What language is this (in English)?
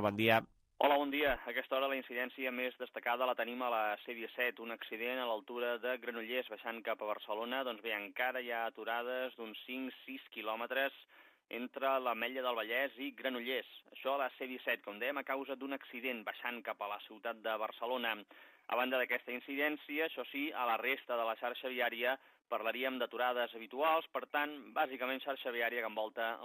Catalan